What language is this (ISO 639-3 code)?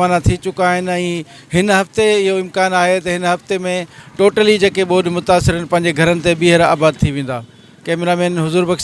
snd